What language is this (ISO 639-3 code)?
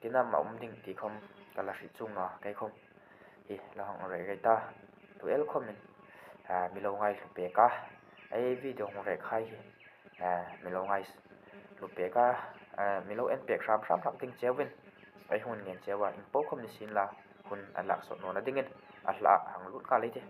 hmr